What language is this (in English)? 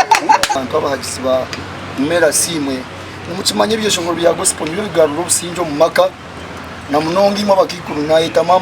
Nyankole